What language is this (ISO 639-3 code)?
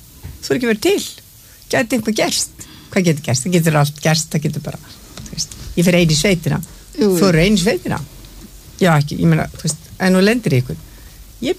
isl